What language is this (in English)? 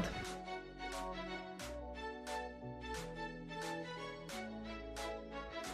Hungarian